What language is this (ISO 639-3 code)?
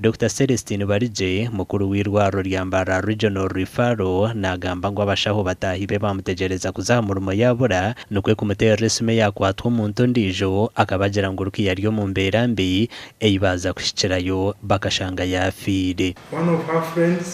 nyn